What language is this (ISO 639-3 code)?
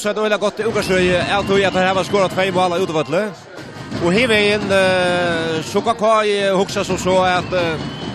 fao